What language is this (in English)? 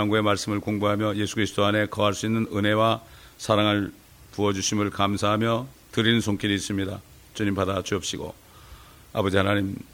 Korean